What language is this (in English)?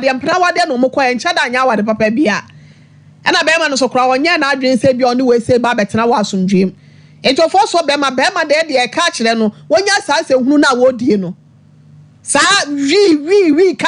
Akan